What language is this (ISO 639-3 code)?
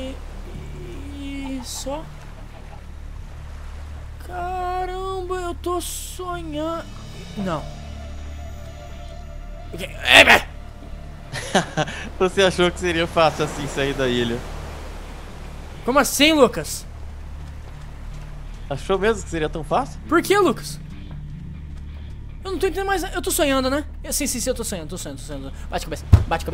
por